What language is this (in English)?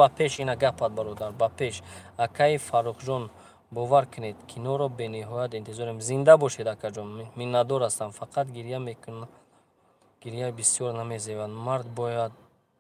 Tajik